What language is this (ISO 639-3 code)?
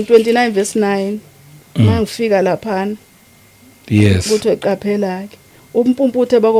zul